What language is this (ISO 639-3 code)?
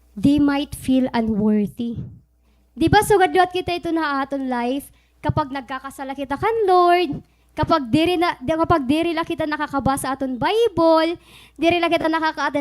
war